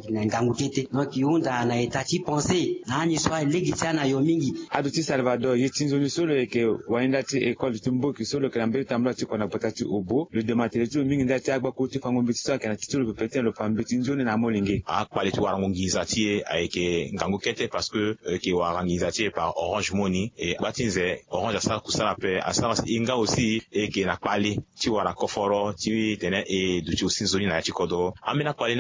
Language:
Sango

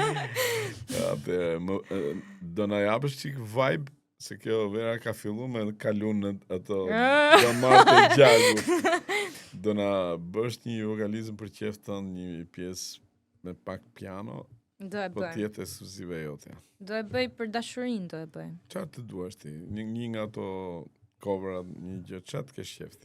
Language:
Albanian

